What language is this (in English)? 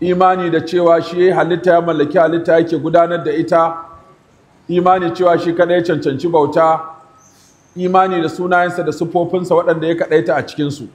Hausa